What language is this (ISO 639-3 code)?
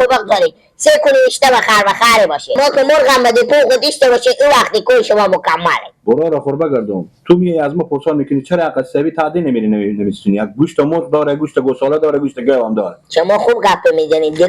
fas